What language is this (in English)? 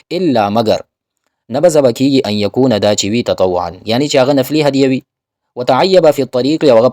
Pashto